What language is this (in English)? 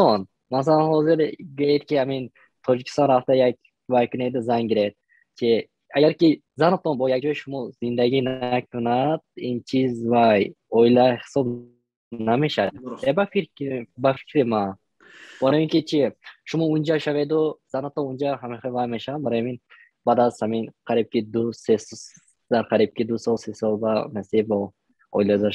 Tajik